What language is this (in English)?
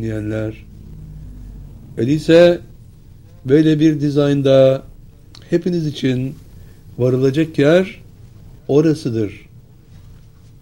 Turkish